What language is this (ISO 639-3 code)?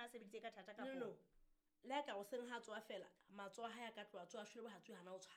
sot